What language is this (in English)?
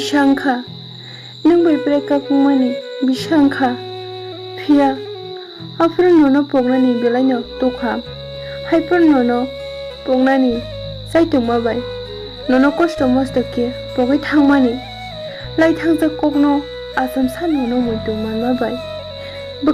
Kok Borok